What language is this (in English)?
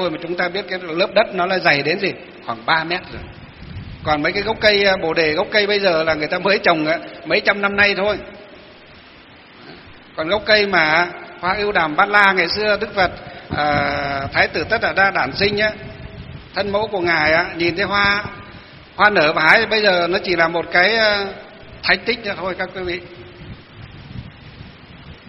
Vietnamese